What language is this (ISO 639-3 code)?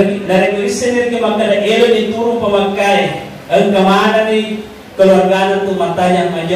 bug